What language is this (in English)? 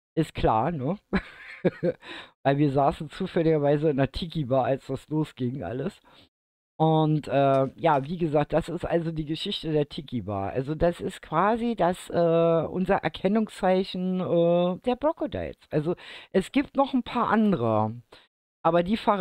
German